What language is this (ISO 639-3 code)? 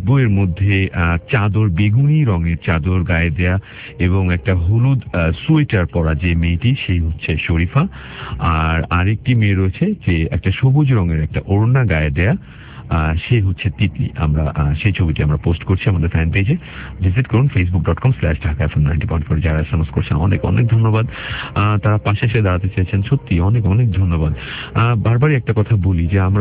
ben